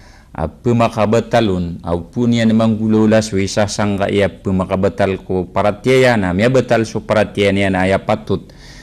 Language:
Maranao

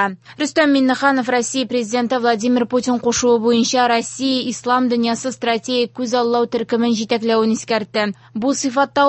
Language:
Tatar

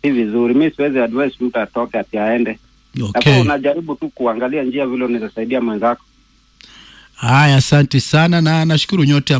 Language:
Swahili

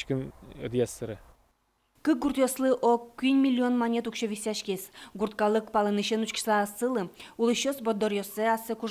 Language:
Udmurt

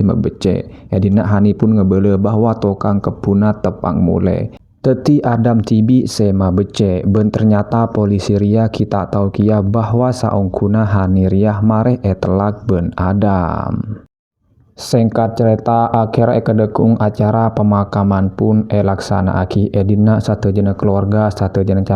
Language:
Madurese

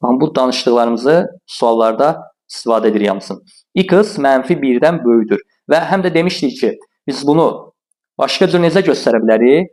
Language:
Azerbaijani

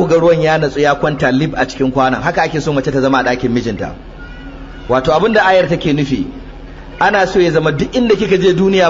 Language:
Hausa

